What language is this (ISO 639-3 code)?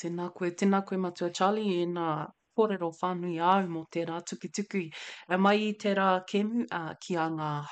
mri